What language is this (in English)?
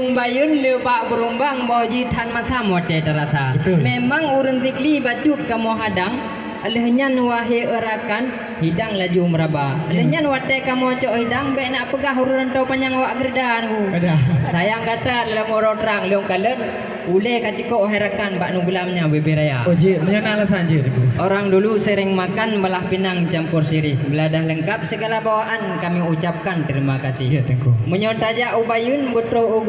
Achinese